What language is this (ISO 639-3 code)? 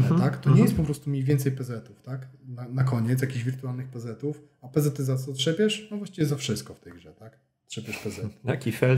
pol